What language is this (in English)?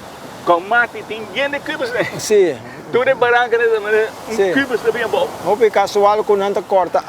Papiamento